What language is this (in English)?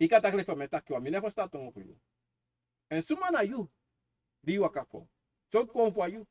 Sranan Tongo